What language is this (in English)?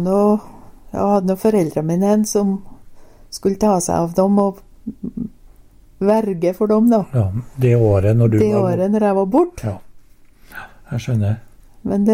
Norwegian